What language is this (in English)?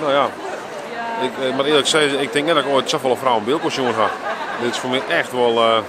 Western Frisian